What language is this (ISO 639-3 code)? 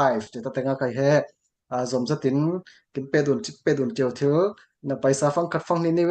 cfm